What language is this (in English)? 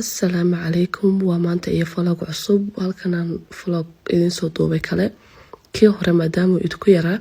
Somali